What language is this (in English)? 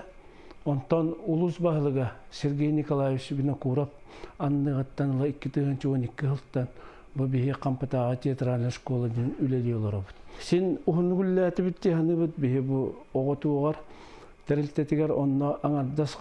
Yakut